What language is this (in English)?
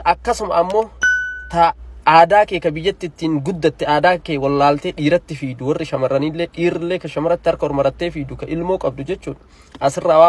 Oromo